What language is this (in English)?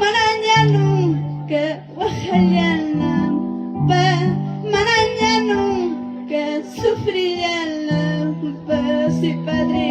Ayacucho Quechua